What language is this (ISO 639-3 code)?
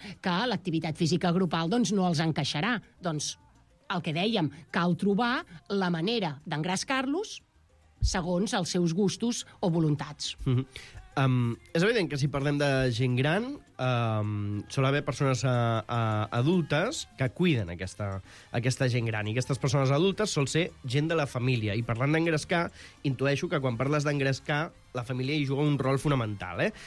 cat